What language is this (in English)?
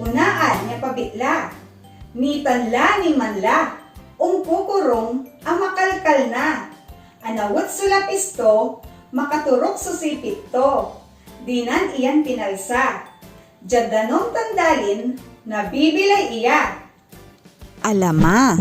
Pangasinan